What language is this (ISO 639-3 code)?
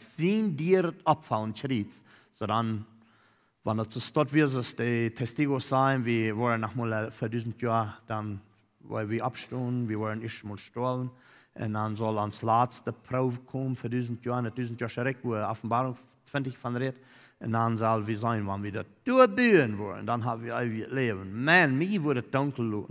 pdt